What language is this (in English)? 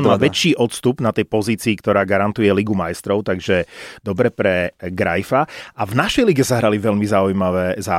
Slovak